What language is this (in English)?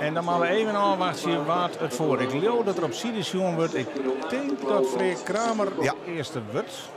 Western Frisian